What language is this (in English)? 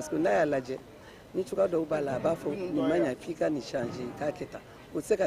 Bambara